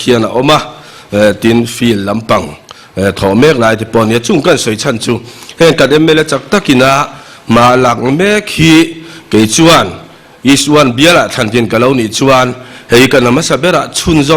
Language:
Mizo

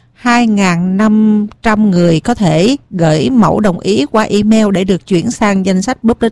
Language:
Vietnamese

